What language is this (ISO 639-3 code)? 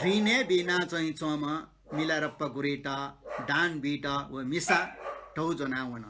new